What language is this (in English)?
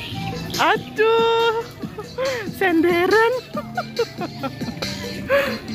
Indonesian